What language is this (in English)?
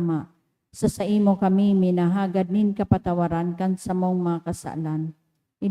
Bikol